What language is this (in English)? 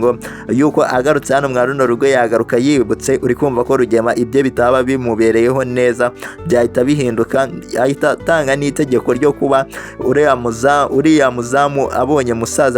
Kinyarwanda